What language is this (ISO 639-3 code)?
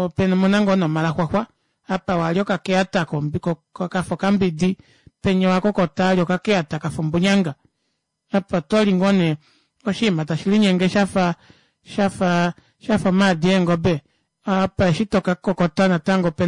kua